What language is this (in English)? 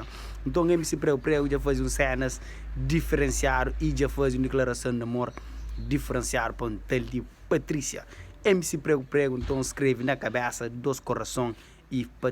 Kabuverdianu